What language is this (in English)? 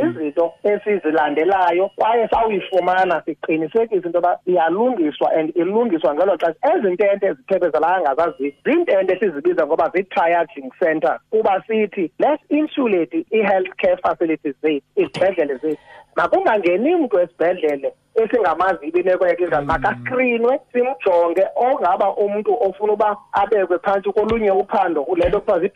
Xhosa